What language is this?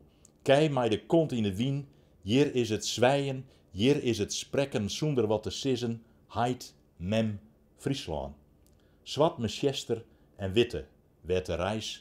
Western Frisian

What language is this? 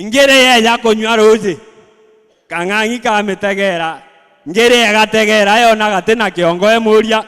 Meru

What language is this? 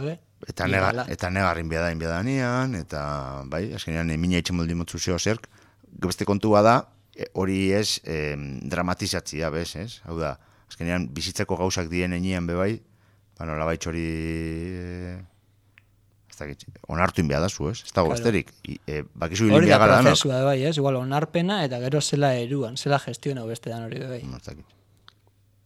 Basque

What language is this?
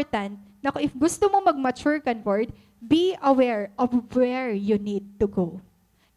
Waray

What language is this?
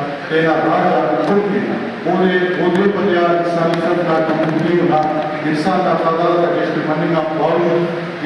Brahui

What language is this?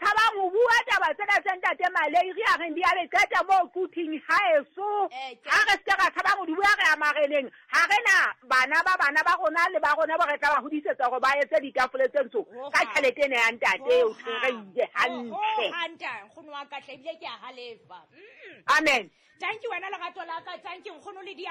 Southern Sotho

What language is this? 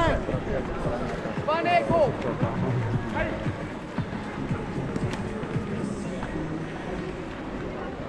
Bulgarian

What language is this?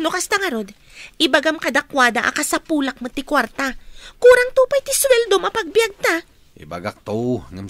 Iloko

